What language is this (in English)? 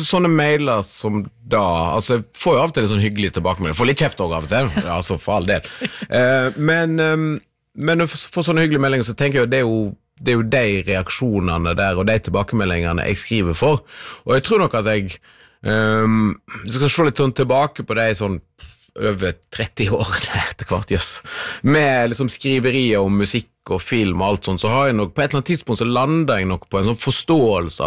Norwegian